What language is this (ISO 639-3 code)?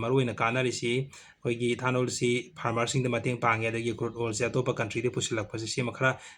mni